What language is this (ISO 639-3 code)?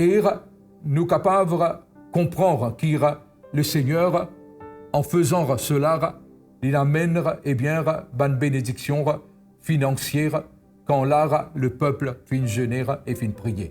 mfe